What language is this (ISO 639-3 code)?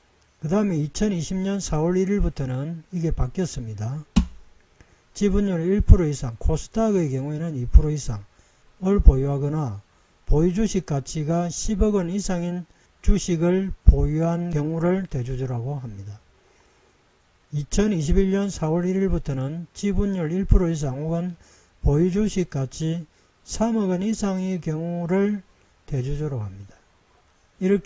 kor